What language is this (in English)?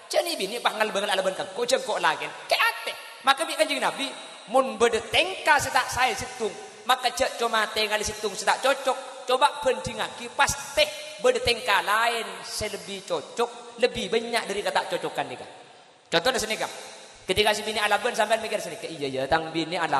Madurese